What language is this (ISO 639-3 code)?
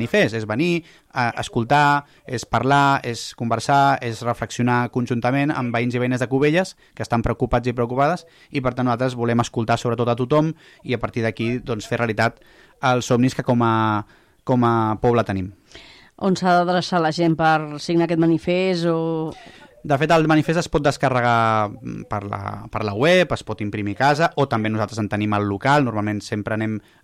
cat